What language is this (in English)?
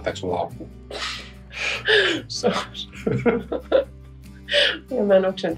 Finnish